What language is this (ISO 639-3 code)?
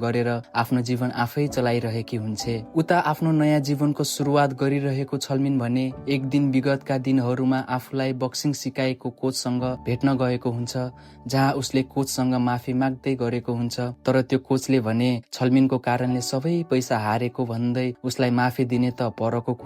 nep